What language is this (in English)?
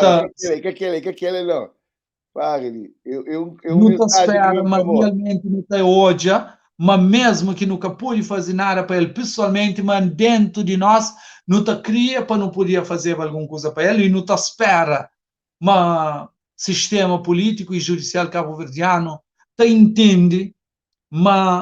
Kabuverdianu